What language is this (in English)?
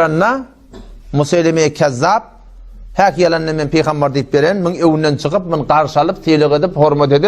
Turkmen